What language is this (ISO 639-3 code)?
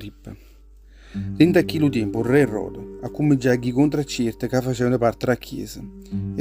nap